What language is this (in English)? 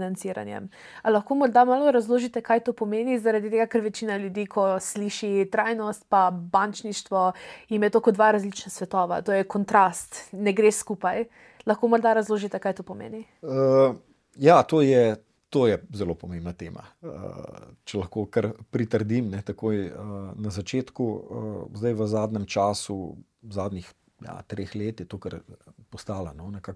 Slovenian